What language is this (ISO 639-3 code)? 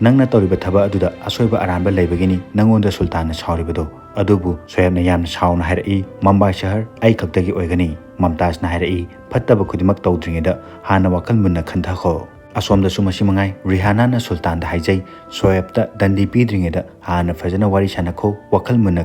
mni